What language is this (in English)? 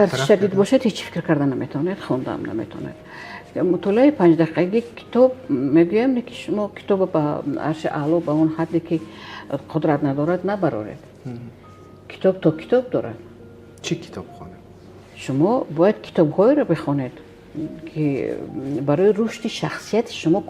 Tajik